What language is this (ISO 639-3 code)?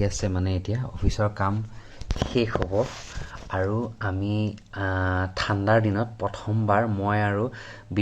asm